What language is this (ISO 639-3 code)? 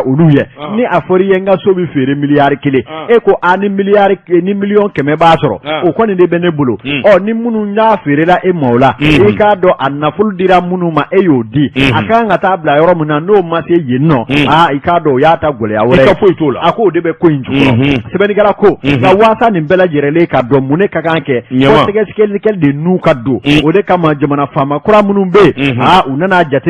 bam